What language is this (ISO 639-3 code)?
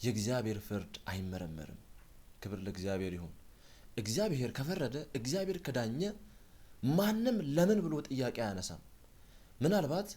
amh